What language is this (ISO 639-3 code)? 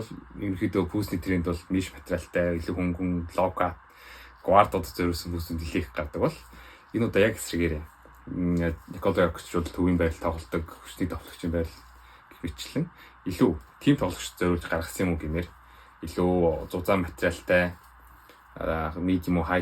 mon